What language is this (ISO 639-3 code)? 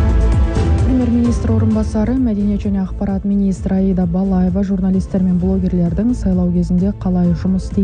kaz